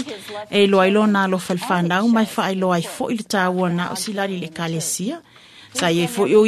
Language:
Samoan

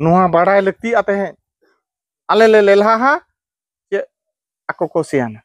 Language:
Santali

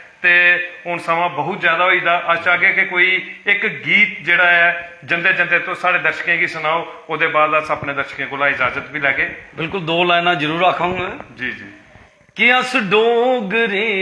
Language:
Dogri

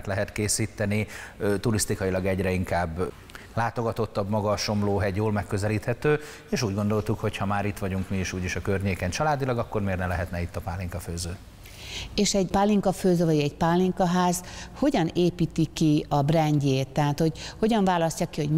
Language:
Hungarian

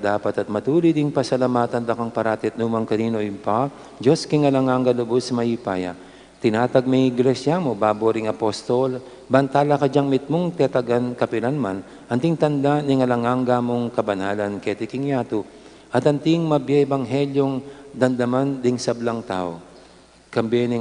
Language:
Pampanga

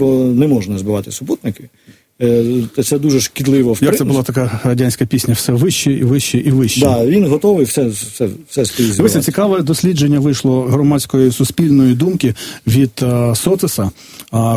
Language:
Ukrainian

